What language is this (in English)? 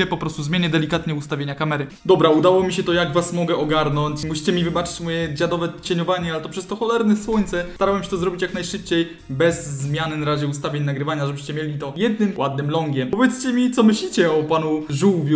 Polish